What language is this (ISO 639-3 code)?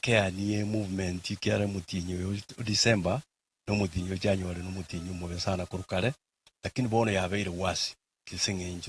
guz